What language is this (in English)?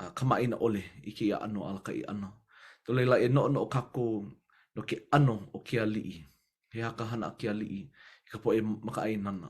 Hawaiian